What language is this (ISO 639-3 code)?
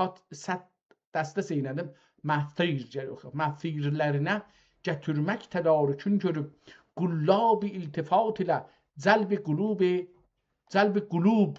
azb